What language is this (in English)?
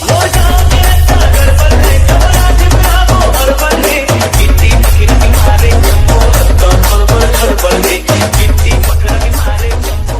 Chhattisgarhi